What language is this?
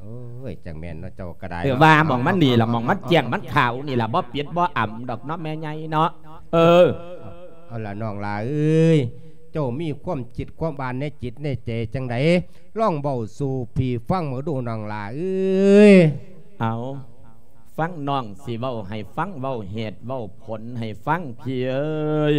Lao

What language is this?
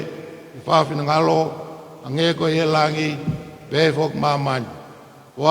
Tongan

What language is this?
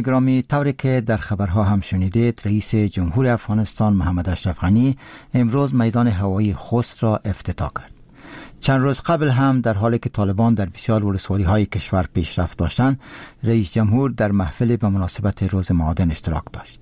Persian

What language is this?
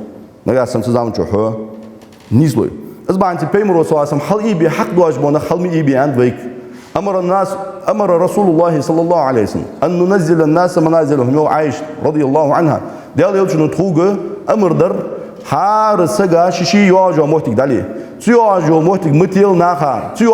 Ingush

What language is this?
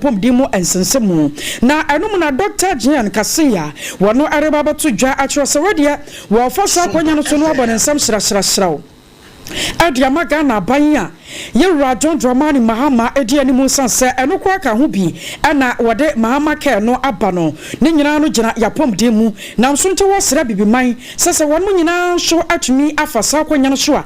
Akan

